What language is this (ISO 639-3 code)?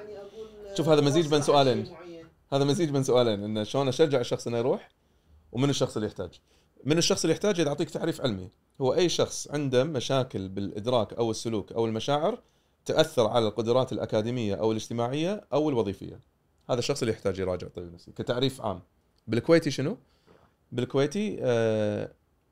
afb